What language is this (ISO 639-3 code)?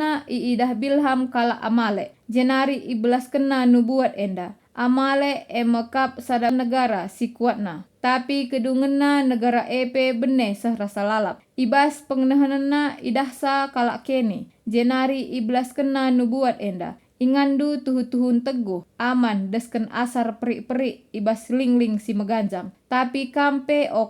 btx